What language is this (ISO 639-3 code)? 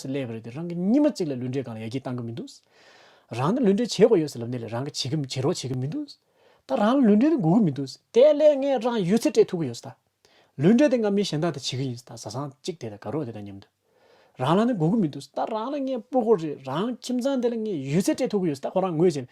bod